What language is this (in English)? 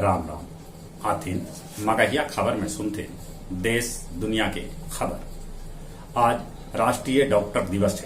Magahi